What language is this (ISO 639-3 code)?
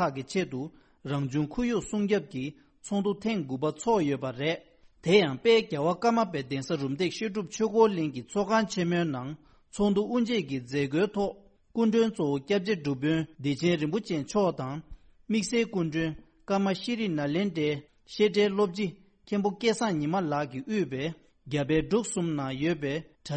bod